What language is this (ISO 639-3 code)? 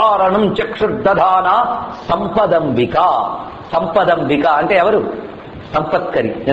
tel